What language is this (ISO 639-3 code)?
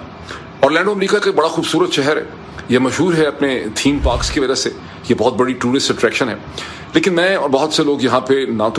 urd